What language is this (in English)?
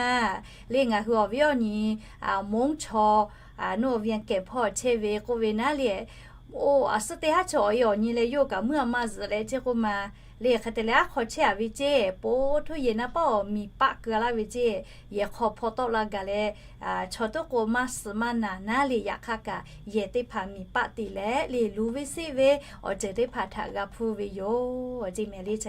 Lahu